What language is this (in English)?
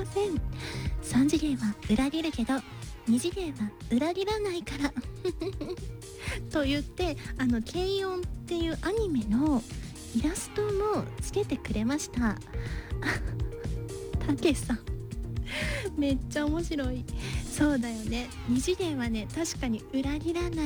Japanese